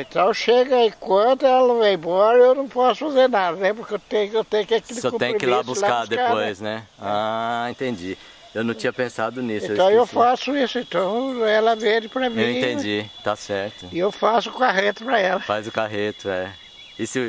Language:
Portuguese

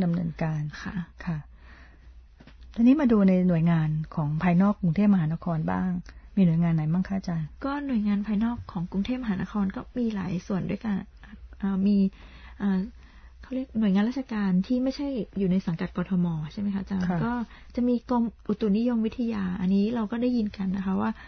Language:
Thai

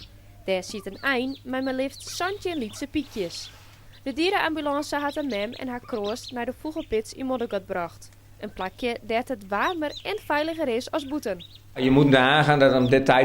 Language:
Western Frisian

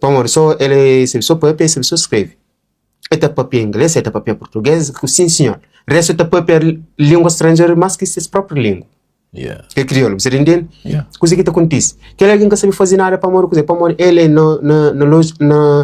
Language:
Kabuverdianu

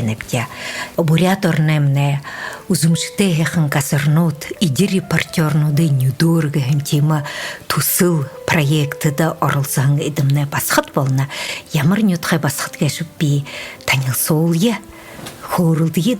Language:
Buriat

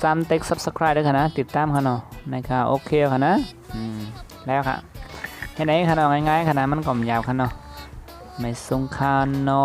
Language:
Shan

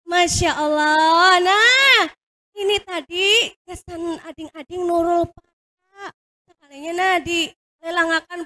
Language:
Banjar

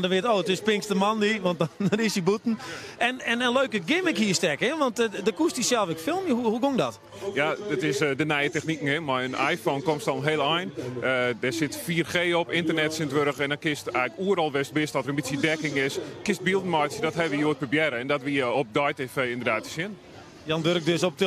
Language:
Western Frisian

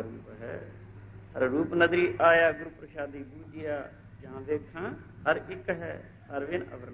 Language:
Punjabi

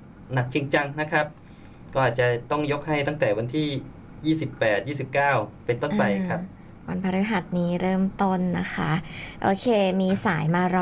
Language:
Thai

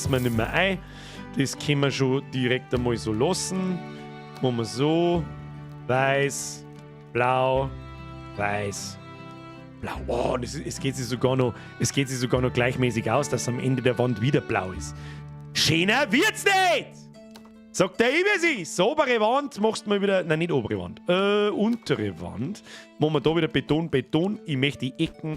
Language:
Bavarian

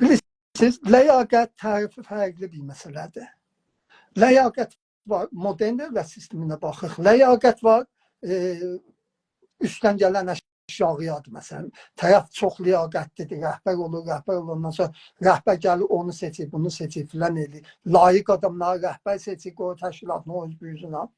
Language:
South Azerbaijani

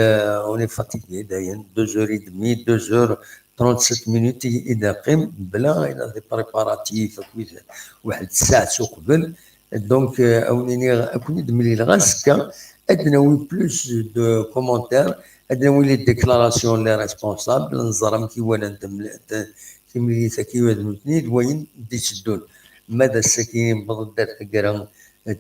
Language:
Kabyle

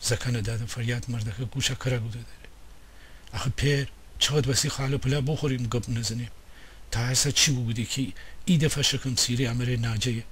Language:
Gilaki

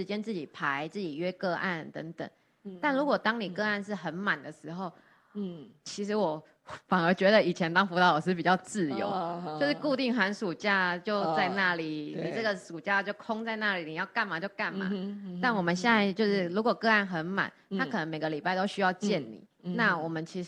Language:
Chinese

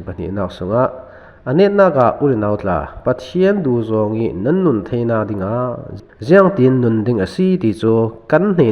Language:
Falam Chin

